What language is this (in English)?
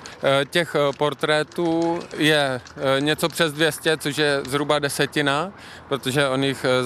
Czech